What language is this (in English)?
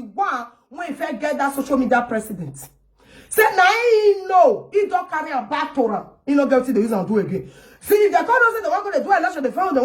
Nigerian Pidgin